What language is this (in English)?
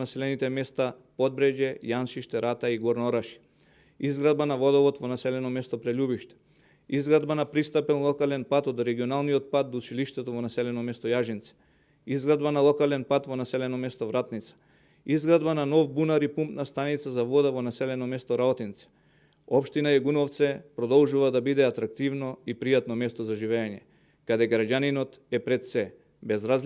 Macedonian